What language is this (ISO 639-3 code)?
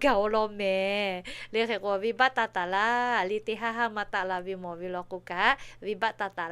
lhu